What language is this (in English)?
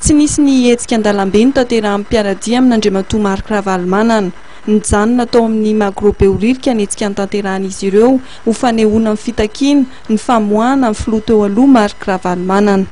Malagasy